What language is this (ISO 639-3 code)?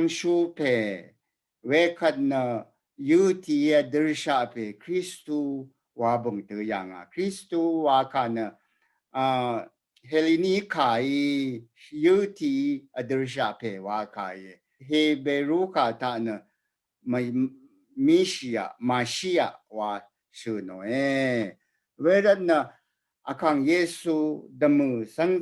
raw